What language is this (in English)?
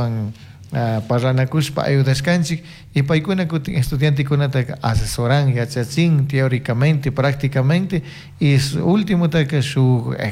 Chimborazo Highland Quichua